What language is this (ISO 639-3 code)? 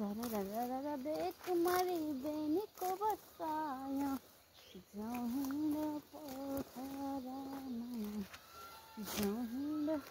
nep